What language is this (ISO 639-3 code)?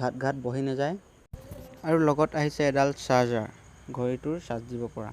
asm